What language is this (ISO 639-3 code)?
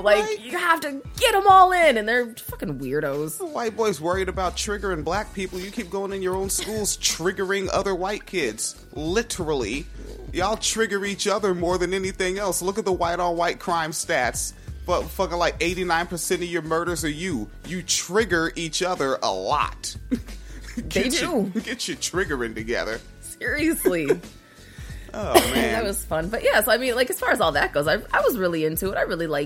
eng